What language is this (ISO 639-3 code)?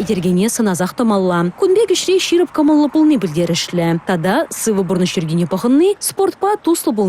chv